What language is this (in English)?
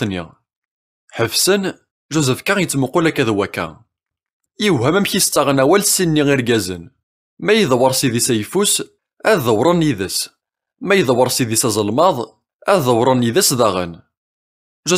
Kabyle